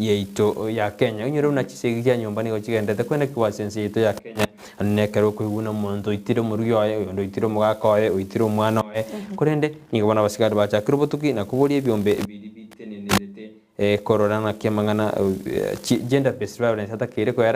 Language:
Gusii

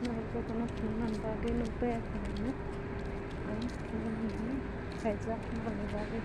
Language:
Kok Borok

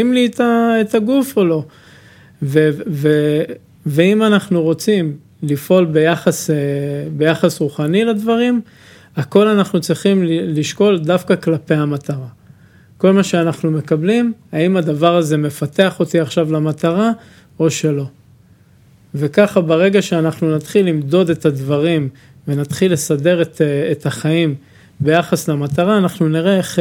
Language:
Hebrew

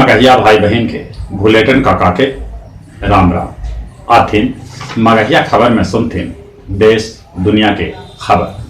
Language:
Magahi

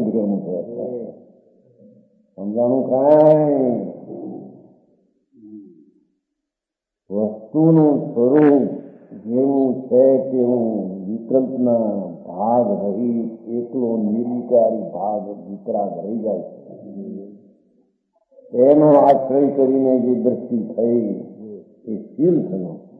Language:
Gujarati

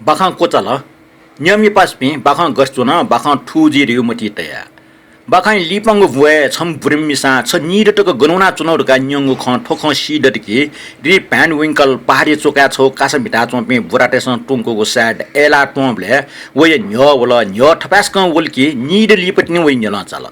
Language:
Newari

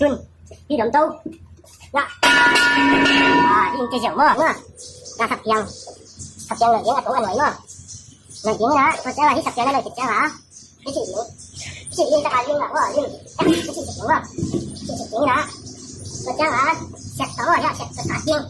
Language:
Tedim Chin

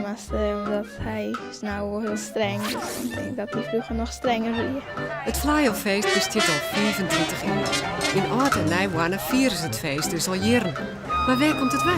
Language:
Western Frisian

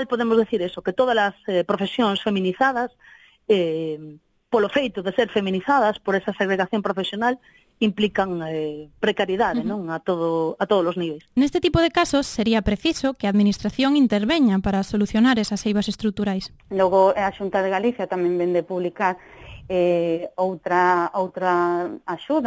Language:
Galician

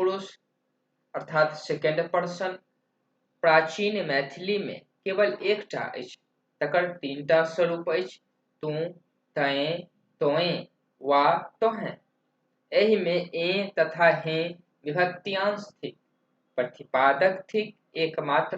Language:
Maithili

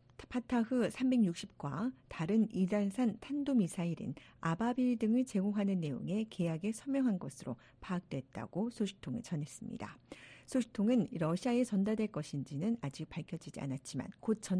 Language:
Korean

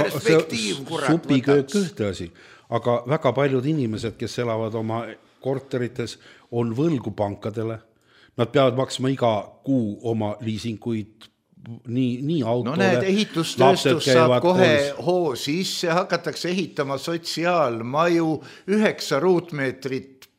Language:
Estonian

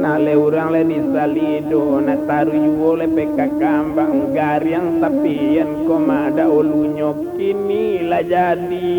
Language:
Minangkabau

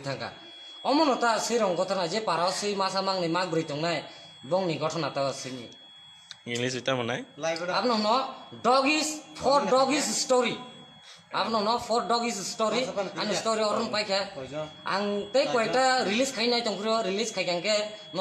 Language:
Kok Borok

